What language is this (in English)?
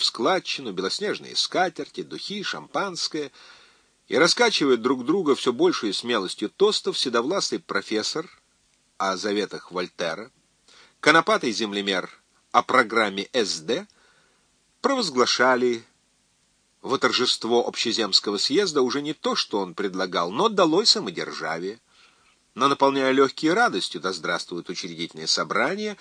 Russian